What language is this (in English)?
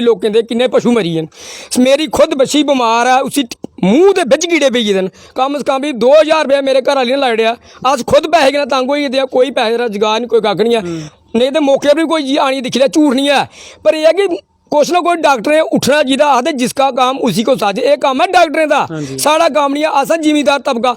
Dogri